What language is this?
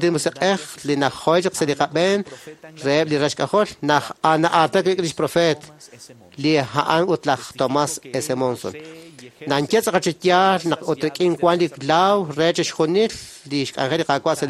Kekchí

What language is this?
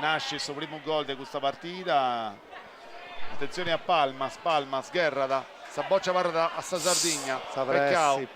Sardinian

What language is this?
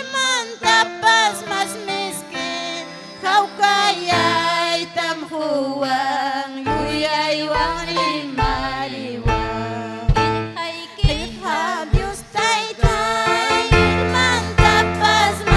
Ayacucho Quechua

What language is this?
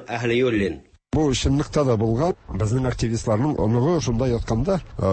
Tatar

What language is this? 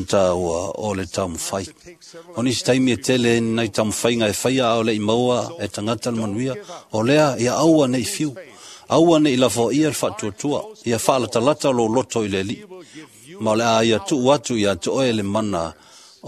Samoan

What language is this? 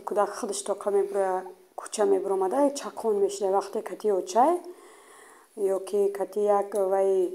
Tajik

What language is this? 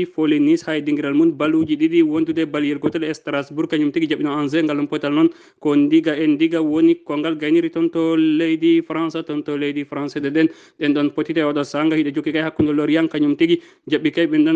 Fula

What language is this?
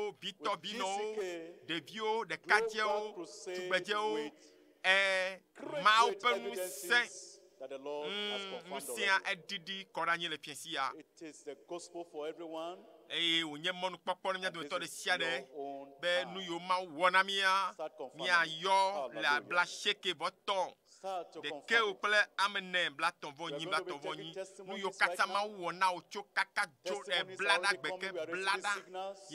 Ewe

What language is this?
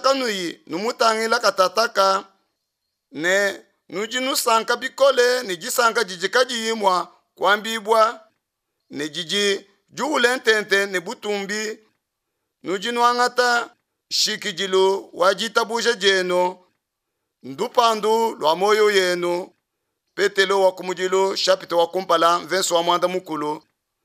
Luba-Lulua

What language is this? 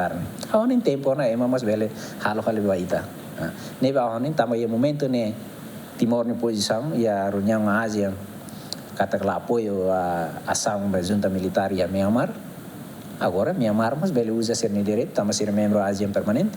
Tetum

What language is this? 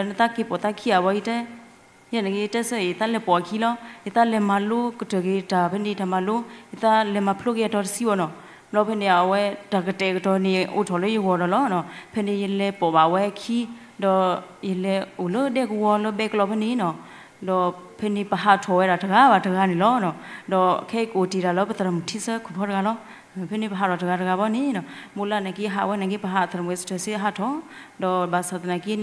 S'gaw Karen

